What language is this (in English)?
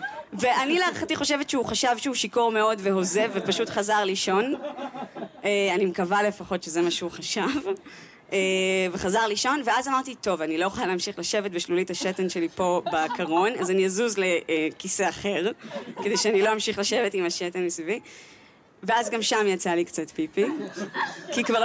Hebrew